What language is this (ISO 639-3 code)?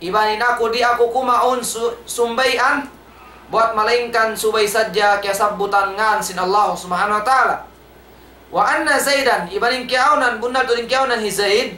tsg